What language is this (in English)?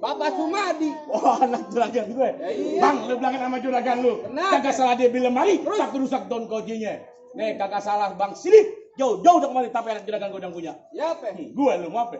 Betawi